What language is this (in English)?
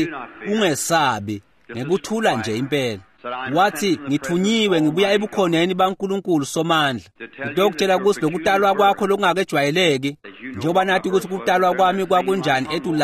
Swati